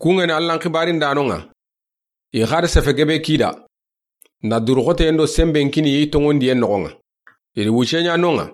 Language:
Soninke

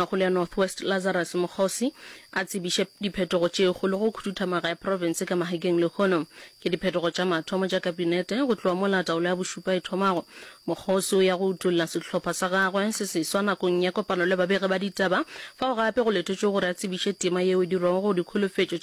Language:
Northern Sotho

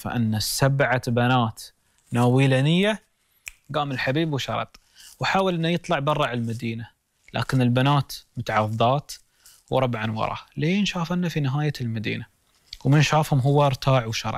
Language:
Gulf Arabic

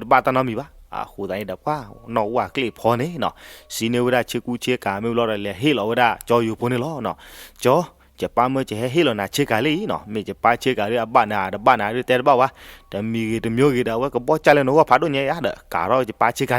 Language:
S'gaw Karen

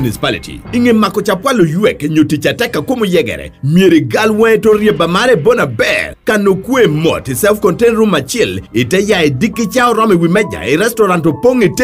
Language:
Lango (Uganda)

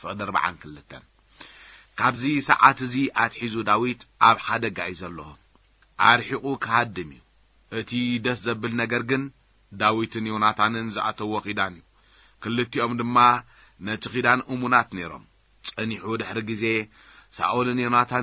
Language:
Tigrinya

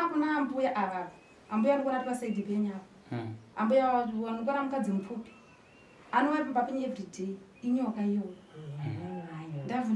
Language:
Shona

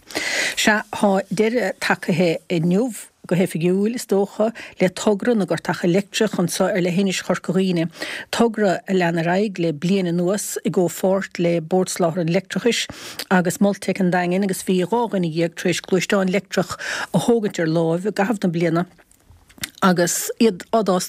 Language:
Irish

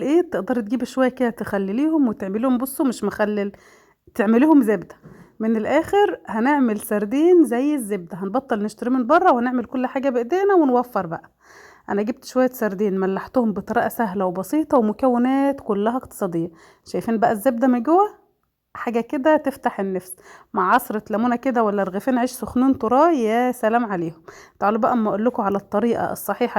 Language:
Egyptian Arabic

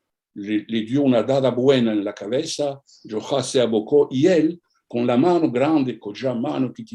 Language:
Ladino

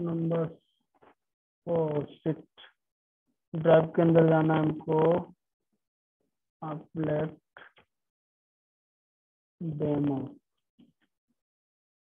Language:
Hindi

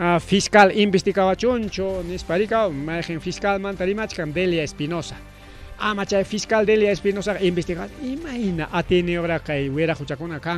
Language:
Ayacucho Quechua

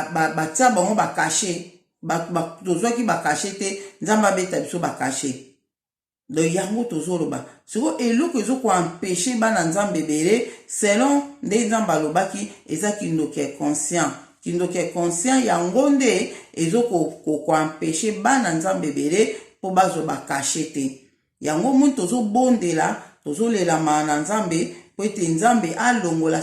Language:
Lingala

